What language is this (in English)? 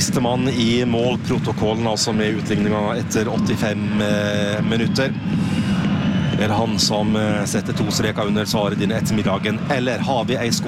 Norwegian